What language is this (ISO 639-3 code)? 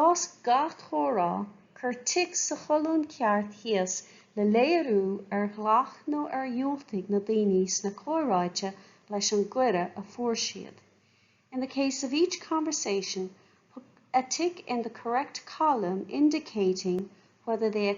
gle